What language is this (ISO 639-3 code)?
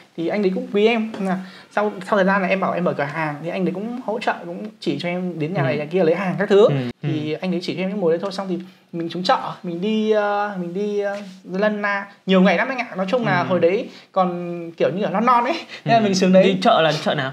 vie